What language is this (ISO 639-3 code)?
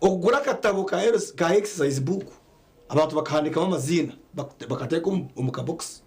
nyn